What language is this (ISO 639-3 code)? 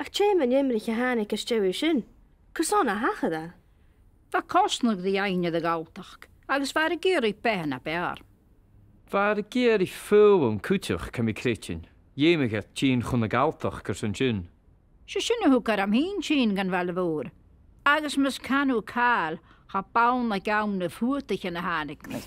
gla